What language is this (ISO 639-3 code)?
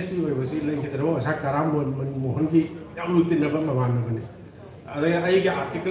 mni